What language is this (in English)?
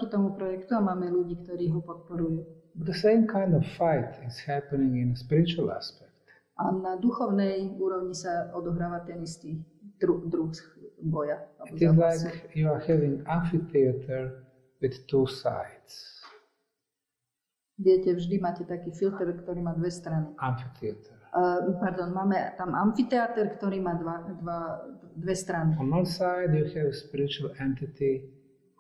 Slovak